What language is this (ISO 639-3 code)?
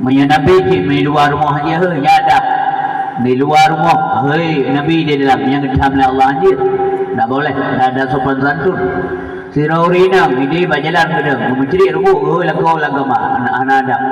ace